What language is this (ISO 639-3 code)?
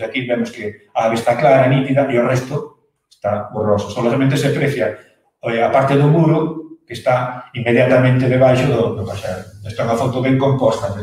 glg